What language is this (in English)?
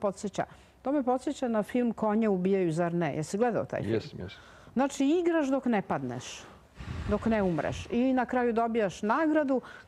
Serbian